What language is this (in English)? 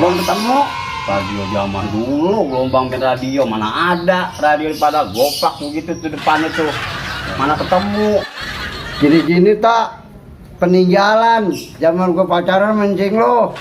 Betawi